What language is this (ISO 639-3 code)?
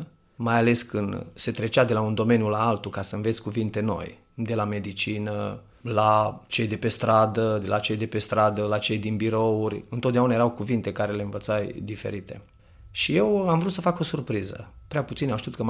ron